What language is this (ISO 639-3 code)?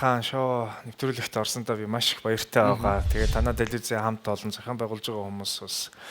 mon